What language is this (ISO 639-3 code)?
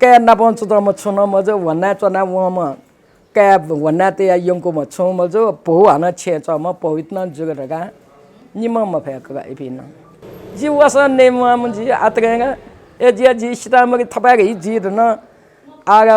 new